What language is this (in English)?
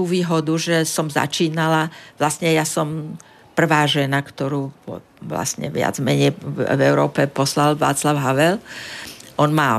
Slovak